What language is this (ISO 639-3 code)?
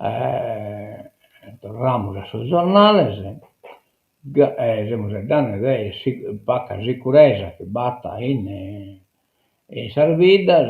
srd